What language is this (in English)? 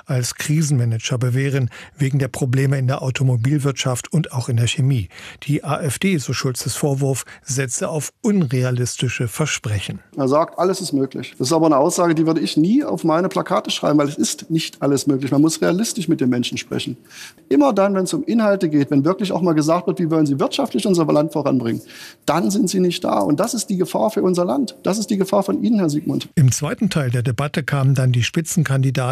German